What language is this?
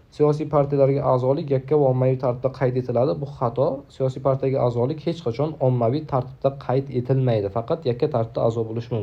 Uzbek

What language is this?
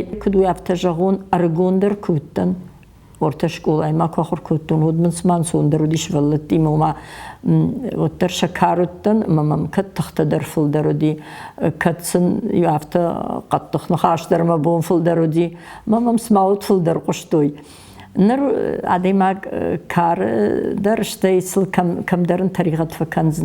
Ossetic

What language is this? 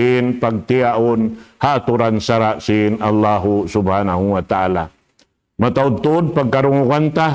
Tausug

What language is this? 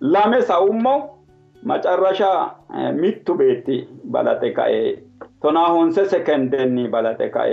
Sidamo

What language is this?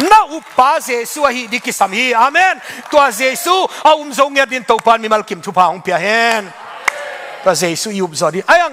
Tedim Chin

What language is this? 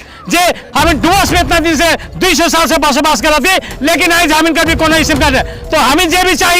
Sadri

